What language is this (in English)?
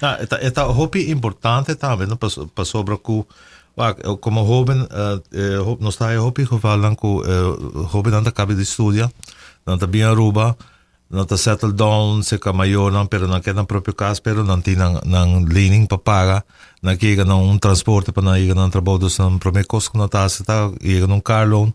Papiamento